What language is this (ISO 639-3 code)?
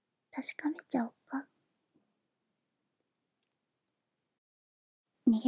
jpn